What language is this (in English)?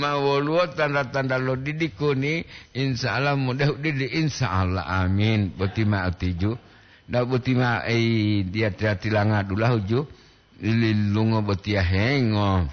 Gorontalo